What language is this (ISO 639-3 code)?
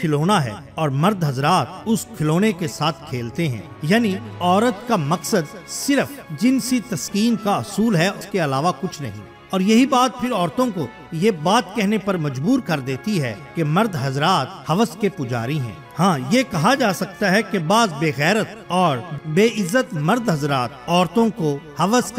urd